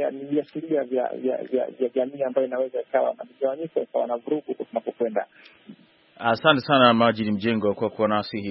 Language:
Swahili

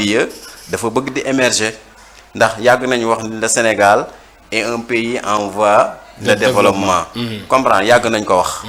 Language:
Wolof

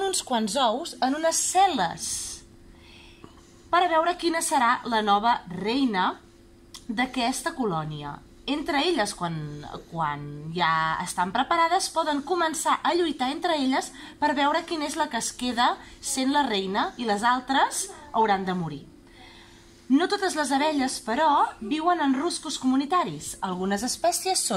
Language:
Catalan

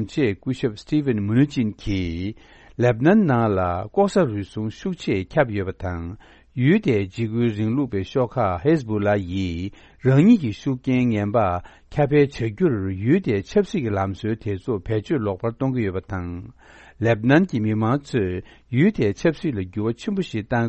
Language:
Tibetan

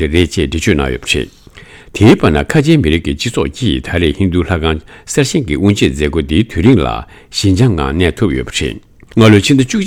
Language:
Tibetan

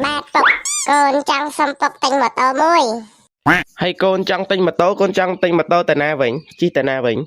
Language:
Khmer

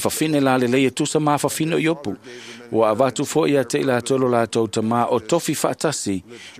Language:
Samoan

